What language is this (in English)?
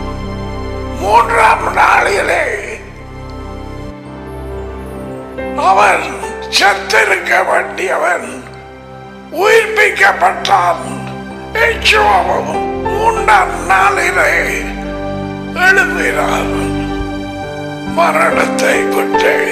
Tamil